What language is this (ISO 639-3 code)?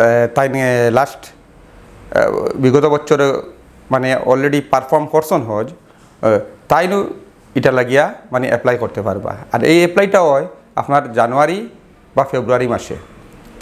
syl